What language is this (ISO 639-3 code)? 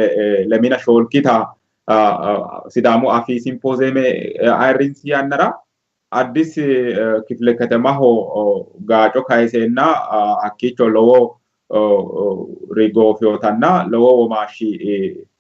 sid